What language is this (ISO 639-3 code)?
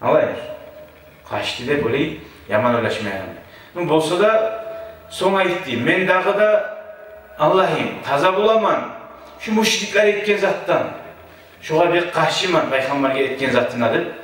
kum